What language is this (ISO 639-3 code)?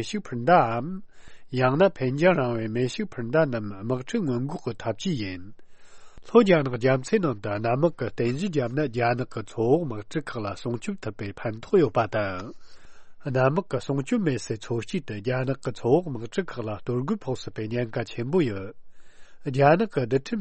bod